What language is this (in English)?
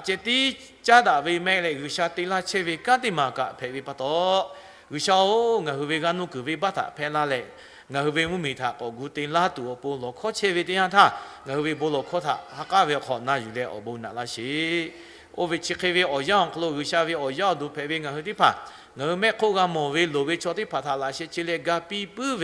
Lahu